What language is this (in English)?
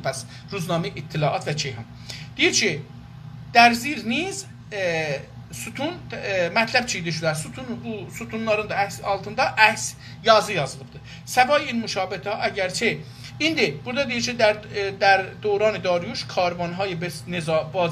South Azerbaijani